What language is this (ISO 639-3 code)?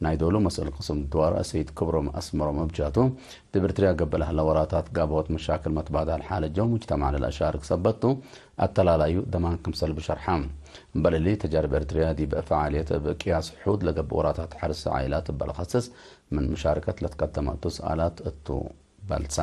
tig